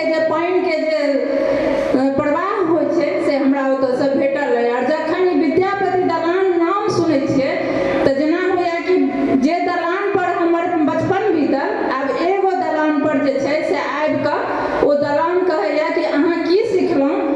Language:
Maithili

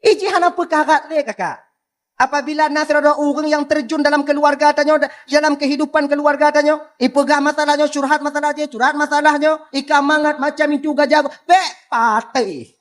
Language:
Achinese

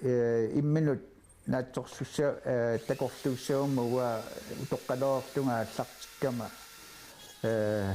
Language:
Kalaallisut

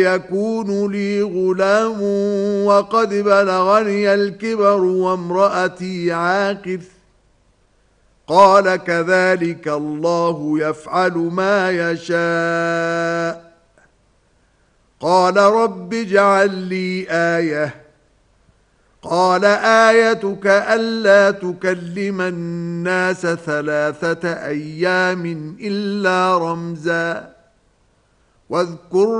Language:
Arabic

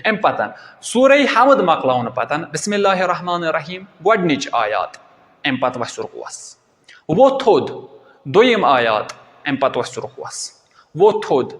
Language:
Kashmiri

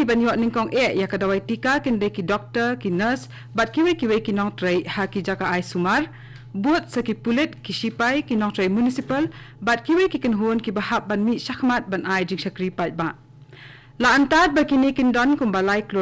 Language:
Khasi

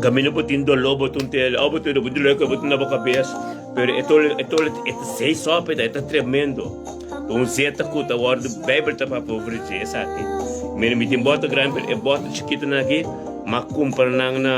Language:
Papiamento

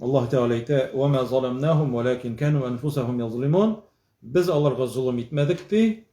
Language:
Tatar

